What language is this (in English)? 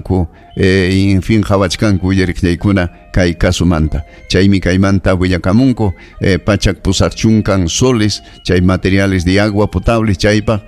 Ayacucho Quechua